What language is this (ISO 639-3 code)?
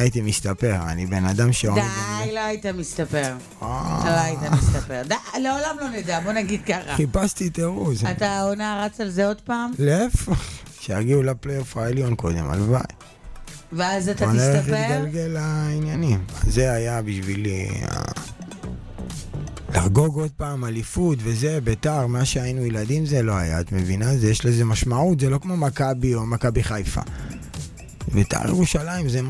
heb